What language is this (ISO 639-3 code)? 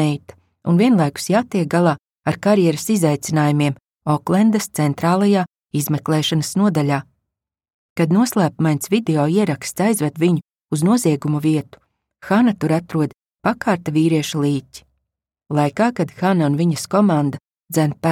lav